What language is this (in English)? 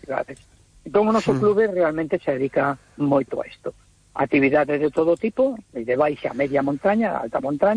Galician